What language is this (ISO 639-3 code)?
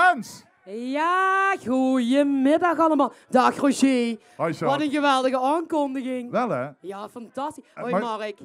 lim